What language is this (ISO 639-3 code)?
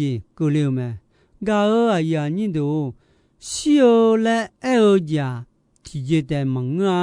ahk